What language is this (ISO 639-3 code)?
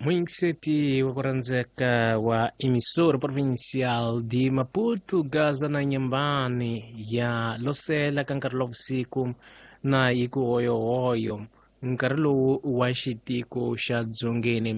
tso